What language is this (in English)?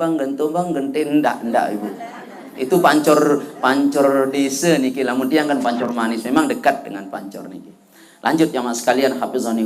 Sasak